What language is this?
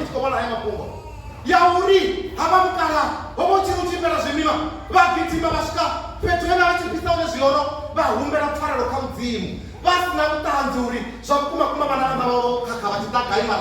Venda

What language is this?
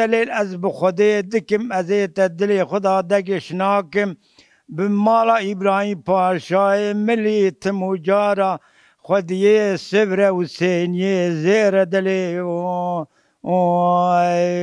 Kurdish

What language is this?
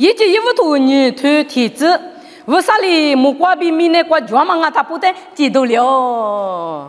Lisu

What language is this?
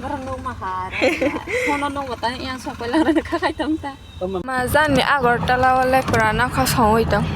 Kok Borok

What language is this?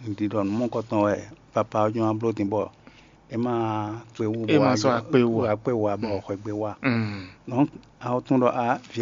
Fon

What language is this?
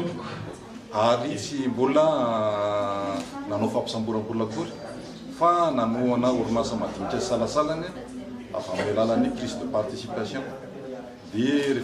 Malagasy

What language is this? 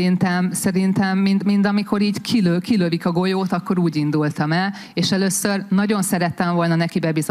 Hungarian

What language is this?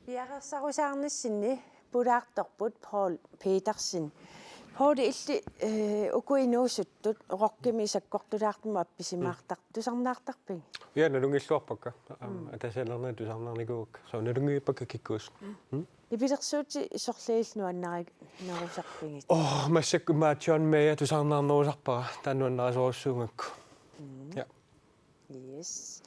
Kalaallisut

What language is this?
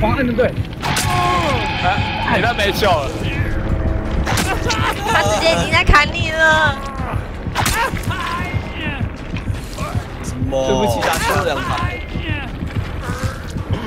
Chinese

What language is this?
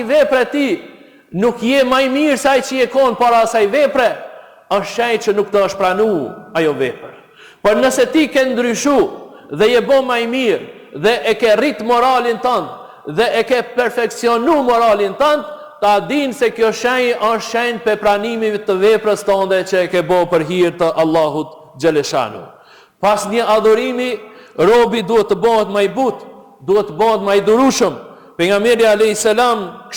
Albanian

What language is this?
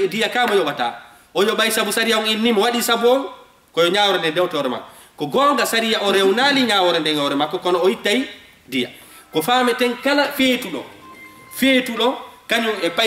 Fula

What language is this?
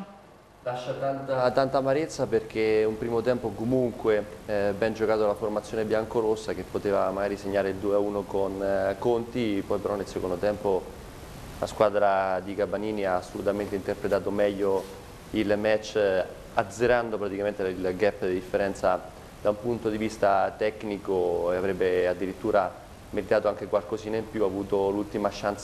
Italian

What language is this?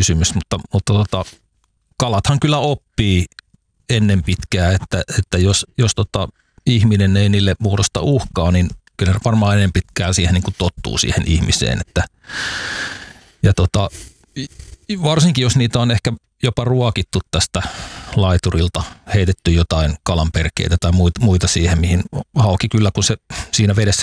Finnish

